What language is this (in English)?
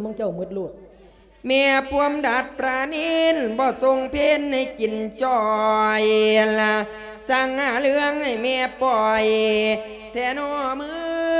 Lao